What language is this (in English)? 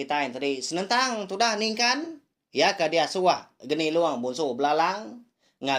Iban